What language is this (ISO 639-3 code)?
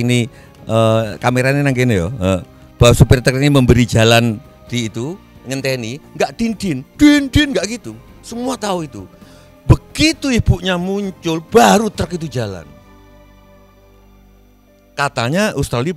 ind